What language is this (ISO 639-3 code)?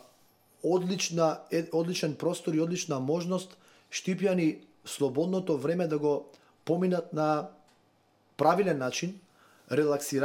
mkd